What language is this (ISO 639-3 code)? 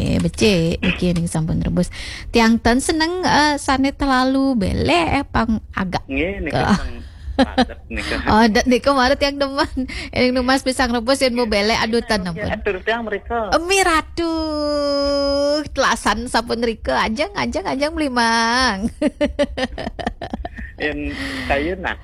ban